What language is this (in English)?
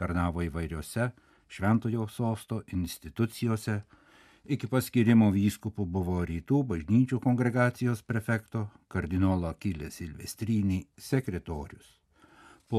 Lithuanian